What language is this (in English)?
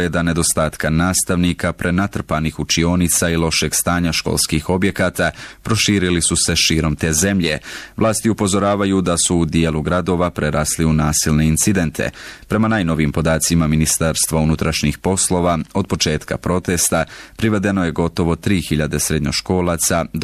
Bosnian